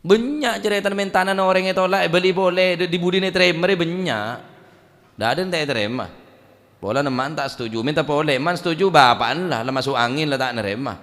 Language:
Madurese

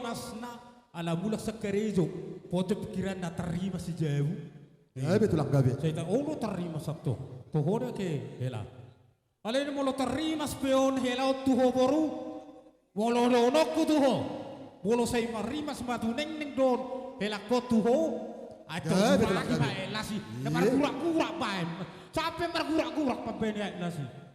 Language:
Batak Toba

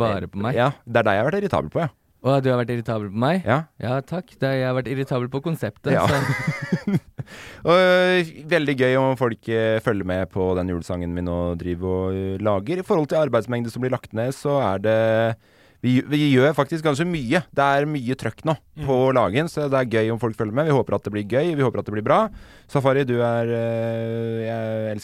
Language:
Norwegian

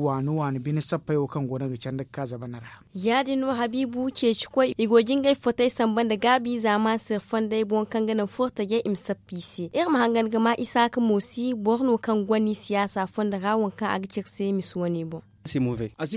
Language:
Zarma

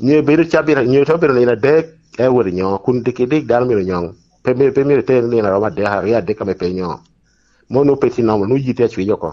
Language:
Lango (Uganda)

